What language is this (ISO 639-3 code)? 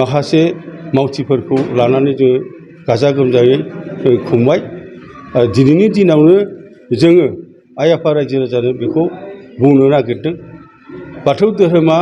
brx